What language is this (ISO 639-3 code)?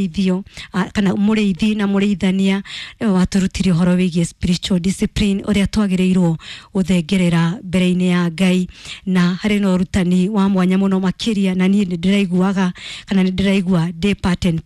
kik